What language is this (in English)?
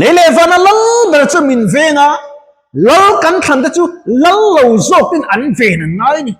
Mizo